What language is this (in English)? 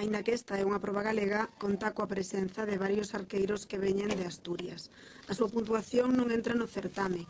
Galician